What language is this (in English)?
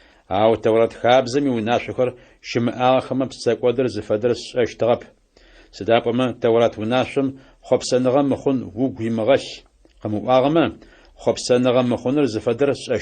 Adyghe